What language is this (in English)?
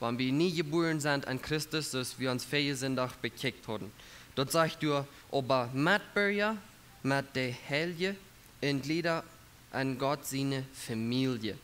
Plautdietsch